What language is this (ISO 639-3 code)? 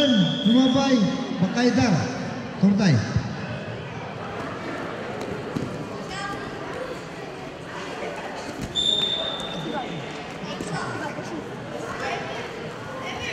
kaz